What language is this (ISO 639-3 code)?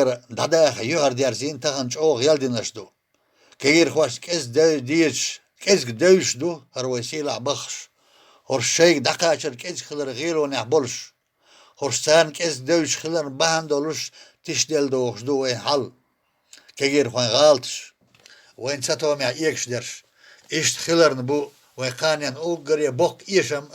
che